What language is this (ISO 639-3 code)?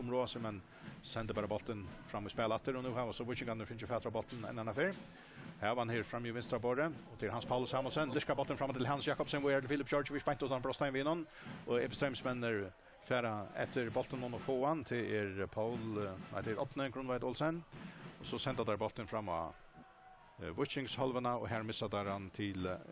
fao